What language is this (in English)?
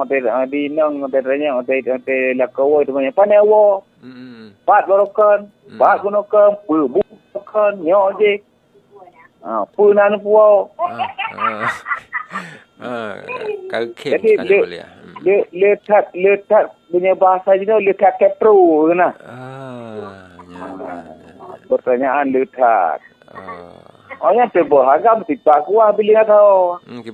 Malay